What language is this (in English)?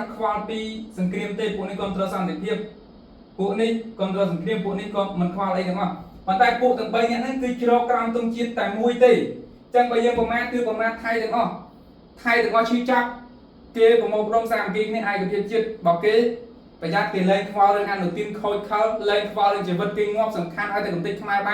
Khmer